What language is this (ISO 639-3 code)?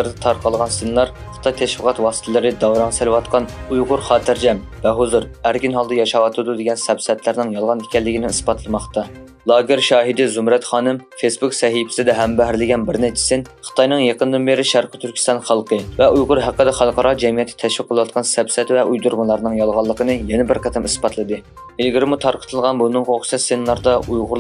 uig